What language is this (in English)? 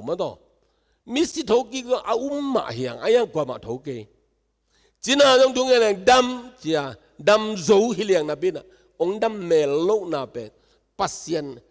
Tedim Chin